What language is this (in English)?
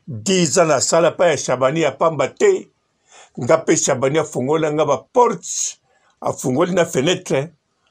Lingala